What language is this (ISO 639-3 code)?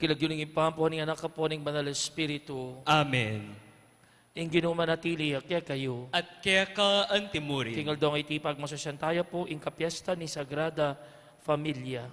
pam